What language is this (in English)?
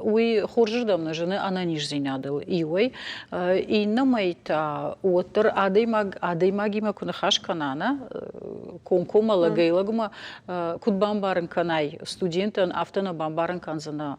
Ossetic